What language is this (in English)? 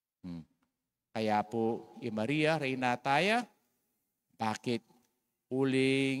Pampanga